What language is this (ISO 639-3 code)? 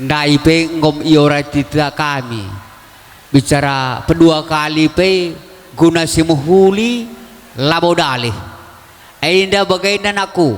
btx